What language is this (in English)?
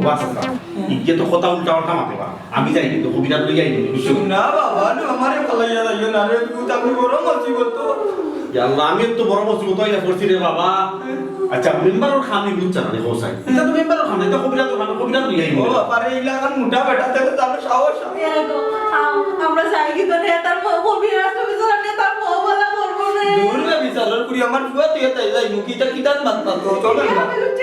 Sylheti